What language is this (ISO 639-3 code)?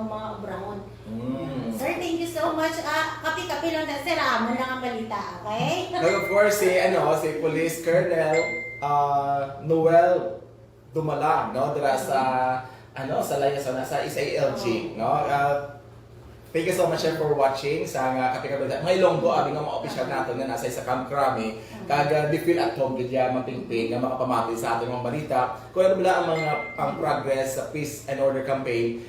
hil